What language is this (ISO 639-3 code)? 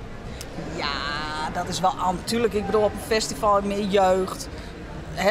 fry